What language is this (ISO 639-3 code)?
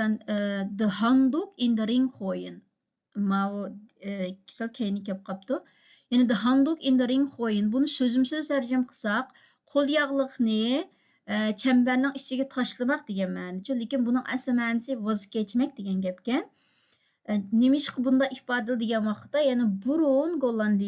uig